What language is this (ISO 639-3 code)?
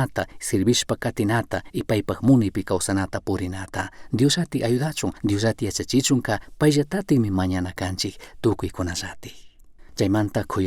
qug